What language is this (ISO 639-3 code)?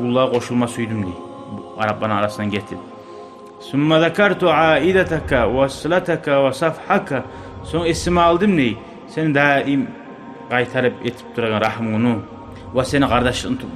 kum